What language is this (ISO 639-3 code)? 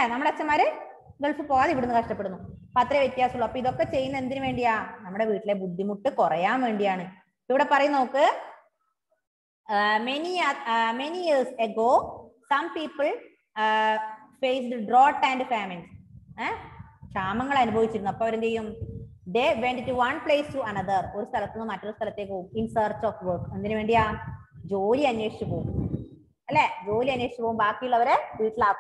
mal